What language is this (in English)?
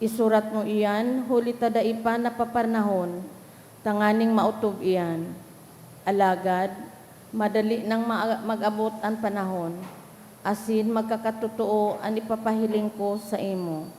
Bikol